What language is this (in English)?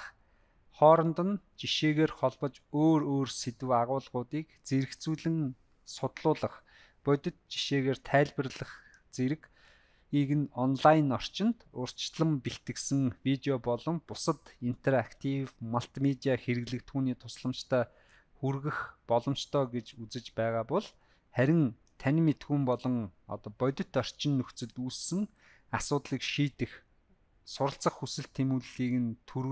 Mongolian